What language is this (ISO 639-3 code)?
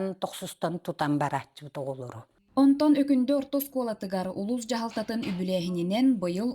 sah